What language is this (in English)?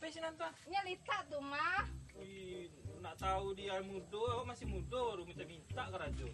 Minangkabau